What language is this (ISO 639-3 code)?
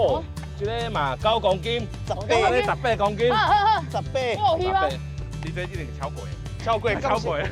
nan